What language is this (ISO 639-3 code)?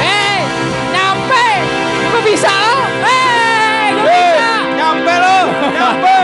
bew